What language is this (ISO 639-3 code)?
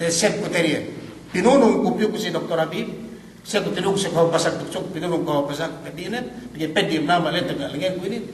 yka